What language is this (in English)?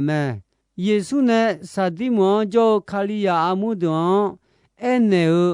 Akha